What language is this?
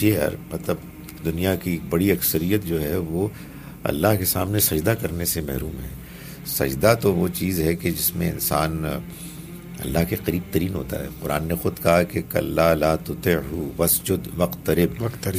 Urdu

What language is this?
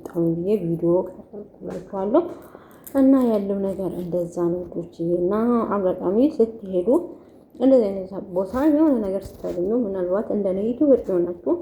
Amharic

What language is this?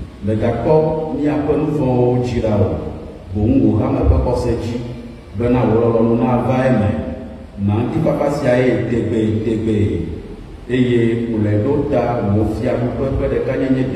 Ewe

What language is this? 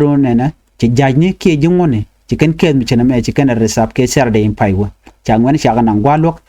Nuer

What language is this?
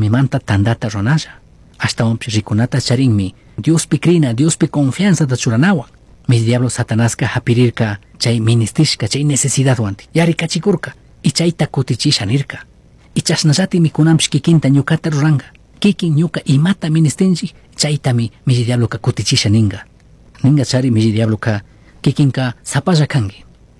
Chimborazo Highland Quichua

